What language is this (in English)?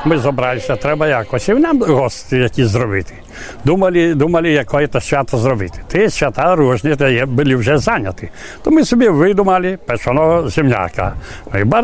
Ukrainian